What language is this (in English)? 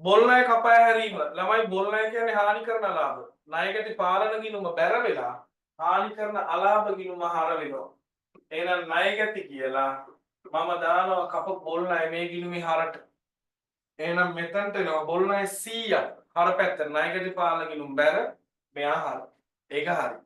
Sinhala